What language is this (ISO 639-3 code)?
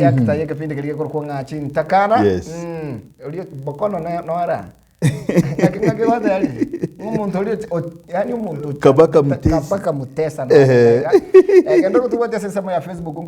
guz